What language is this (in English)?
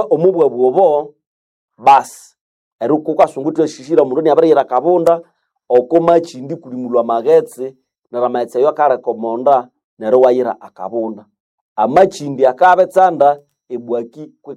Nande